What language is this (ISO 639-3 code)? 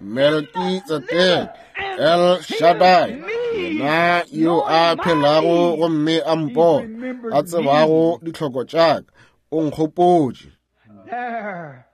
nso